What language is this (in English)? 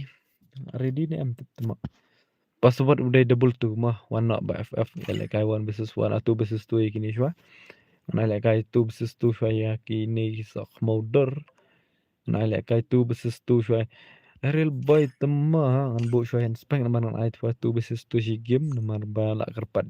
Khasi